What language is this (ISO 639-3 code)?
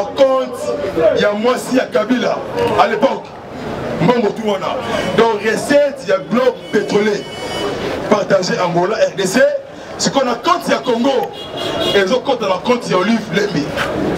lin